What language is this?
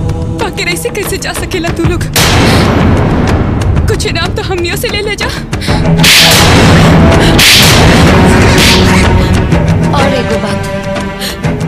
Bhojpuri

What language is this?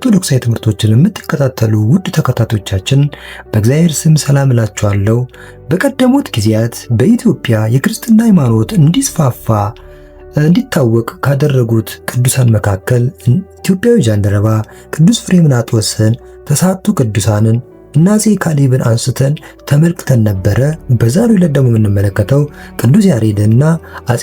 Amharic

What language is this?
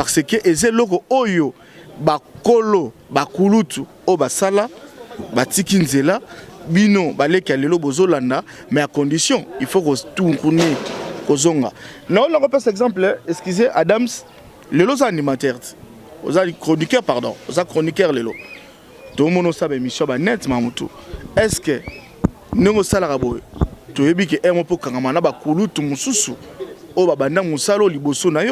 Lingala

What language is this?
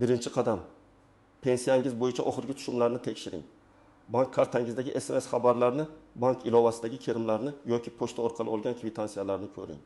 Uzbek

